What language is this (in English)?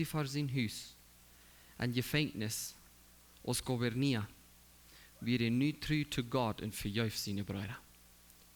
Plautdietsch